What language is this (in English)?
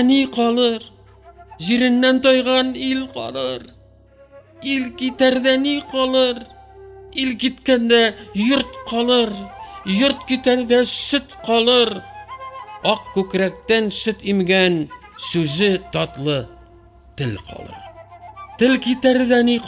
Tatar